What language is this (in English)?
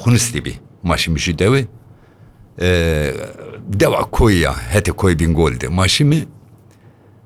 Turkish